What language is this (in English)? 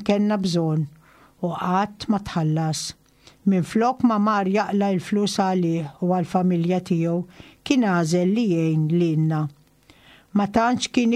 Maltese